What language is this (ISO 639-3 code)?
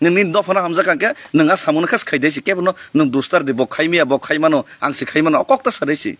trp